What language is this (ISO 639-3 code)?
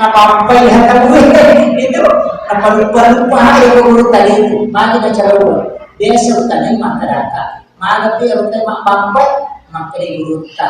bug